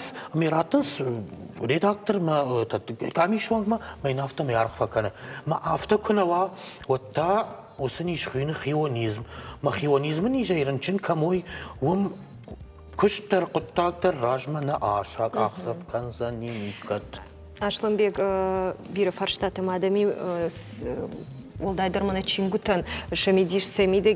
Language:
Ossetic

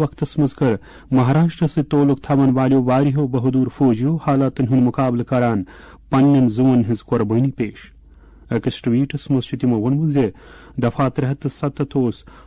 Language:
Kashmiri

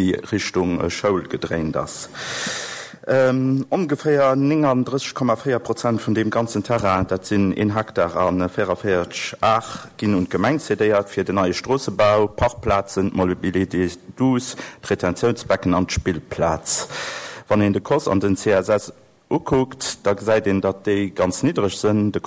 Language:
Luxembourgish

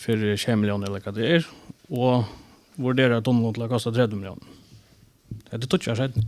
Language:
Faroese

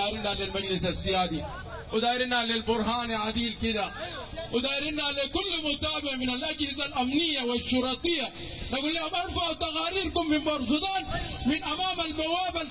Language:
Sudanese Arabic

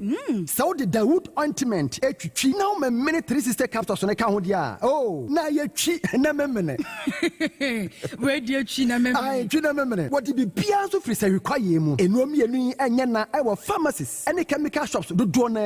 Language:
Akan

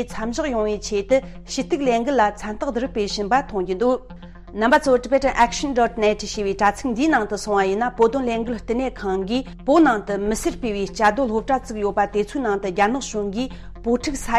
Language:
Tibetan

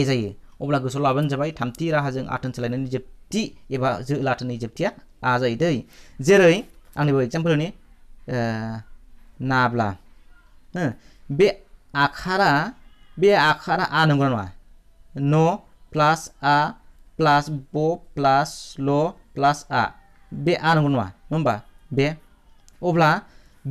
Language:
Bodo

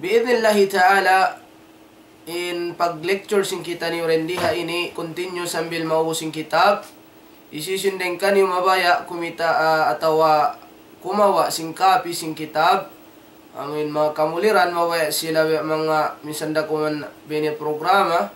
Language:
Tausug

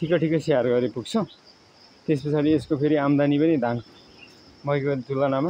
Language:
Nepali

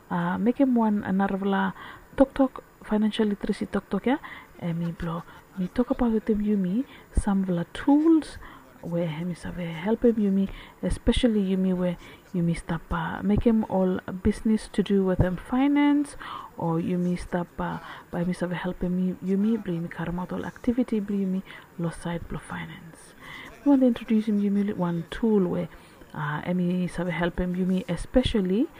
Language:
Bislama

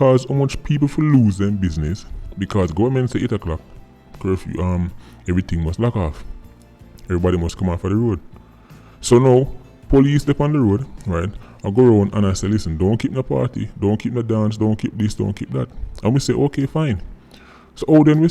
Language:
Jamaican Creole English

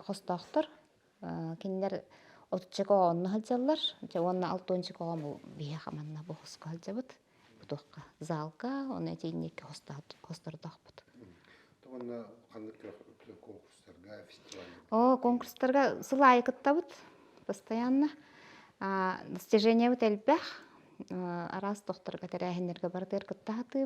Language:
Yakut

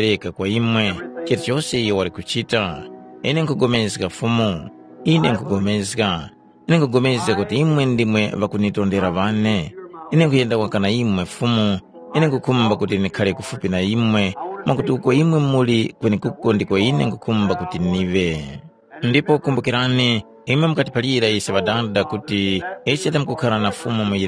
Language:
Tumbuka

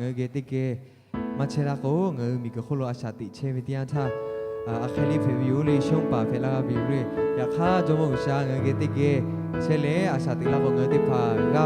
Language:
Lahu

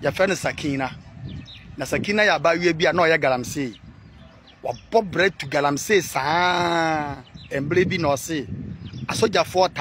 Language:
Akan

